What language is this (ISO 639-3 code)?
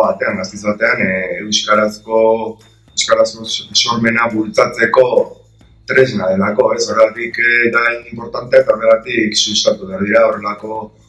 eus